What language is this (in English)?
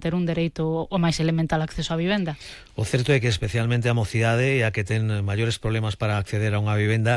Galician